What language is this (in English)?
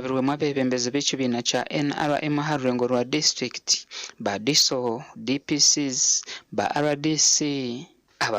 Nyankole